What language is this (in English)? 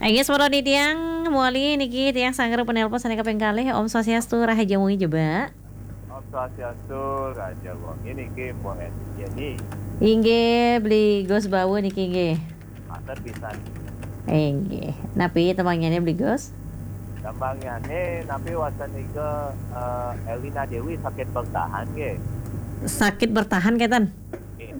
Balinese